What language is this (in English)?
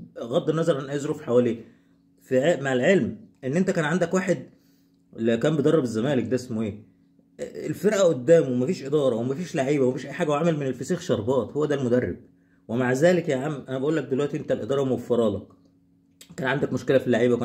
Egyptian Arabic